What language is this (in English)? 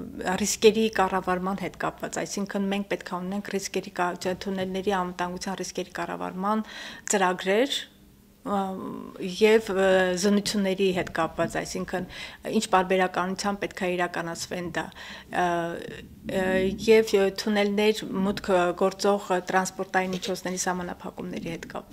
Armenian